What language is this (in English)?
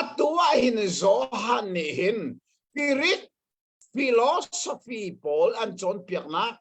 Hakha Chin